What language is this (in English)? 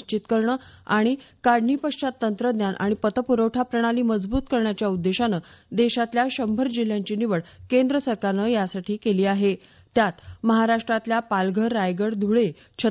Marathi